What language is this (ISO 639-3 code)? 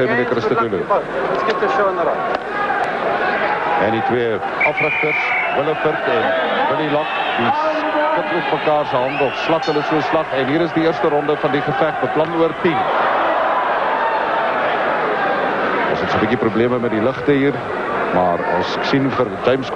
afr